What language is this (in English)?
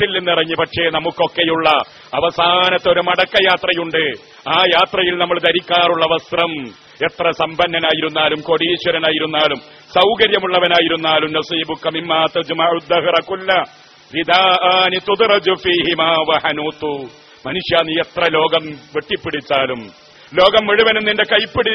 Malayalam